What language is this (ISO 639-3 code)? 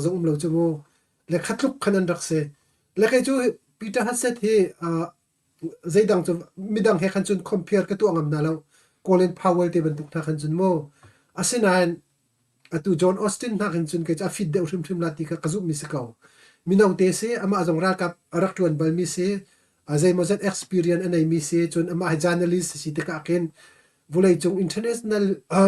cnh